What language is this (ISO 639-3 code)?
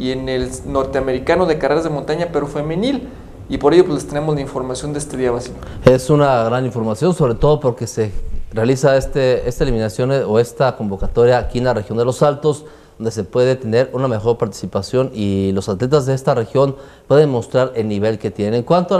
spa